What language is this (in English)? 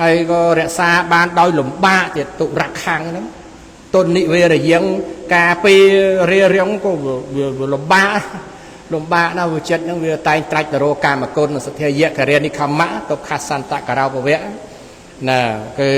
Khmer